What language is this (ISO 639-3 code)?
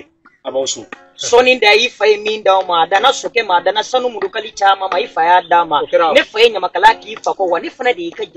bam